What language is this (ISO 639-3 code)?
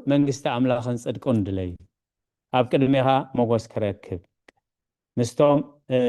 tir